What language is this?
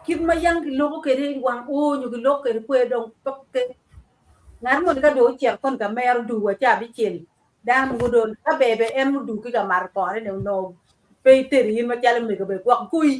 Acoli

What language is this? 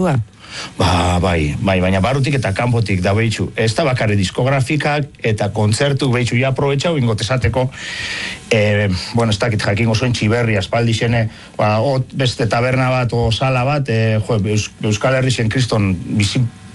Basque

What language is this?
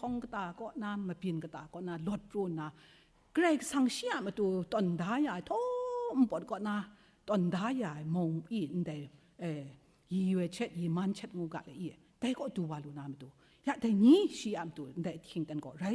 Kachin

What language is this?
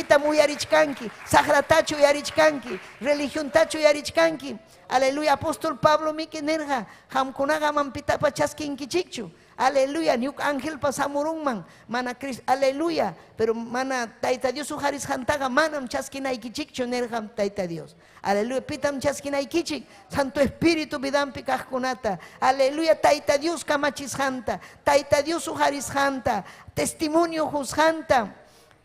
Ayacucho Quechua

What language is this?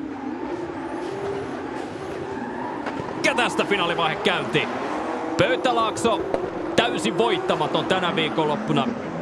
Finnish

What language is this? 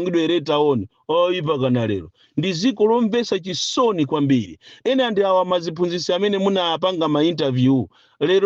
Nyanja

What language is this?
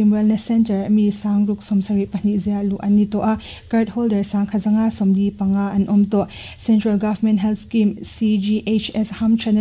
Mizo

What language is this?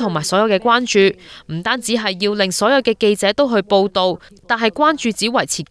Cantonese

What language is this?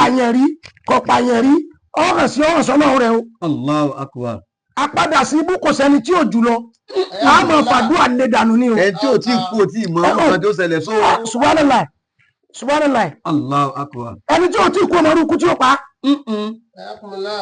Yoruba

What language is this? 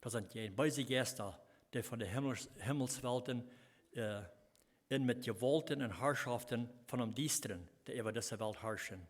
Plautdietsch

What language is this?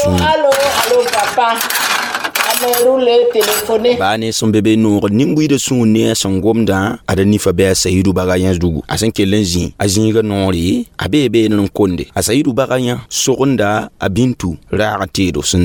Mossi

